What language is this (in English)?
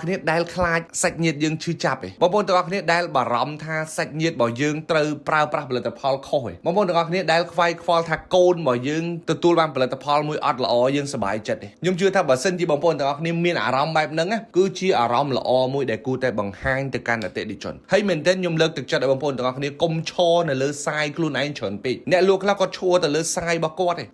Khmer